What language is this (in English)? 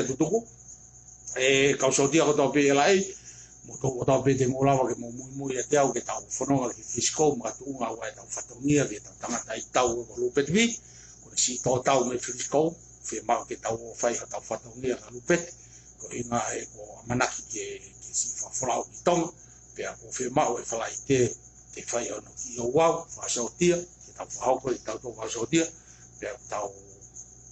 Tongan